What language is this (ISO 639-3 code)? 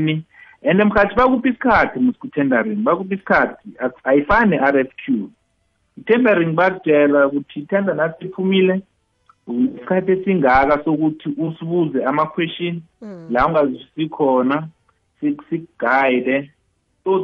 nbl